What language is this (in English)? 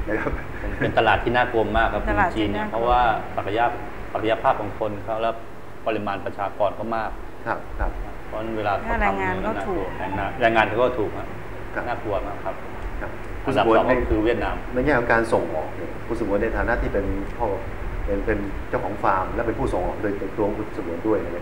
Thai